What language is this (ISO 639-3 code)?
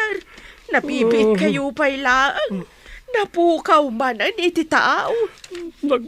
ilo